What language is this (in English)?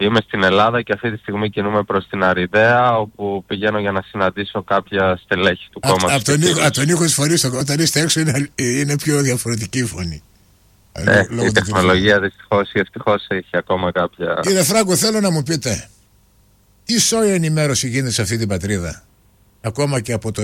Greek